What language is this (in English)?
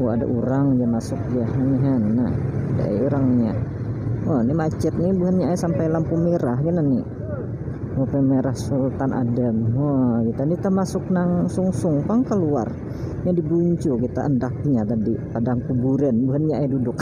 Banjar